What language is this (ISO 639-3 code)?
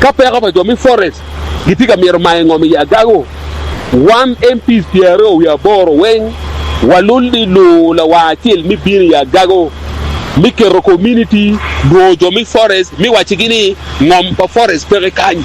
ach